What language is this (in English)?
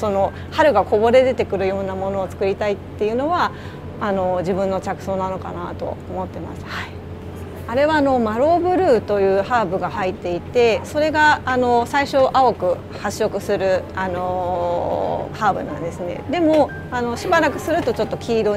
Japanese